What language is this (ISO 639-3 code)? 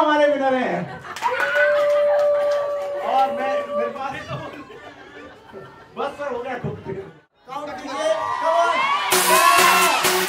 hin